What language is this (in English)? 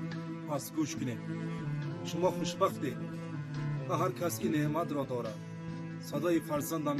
Tajik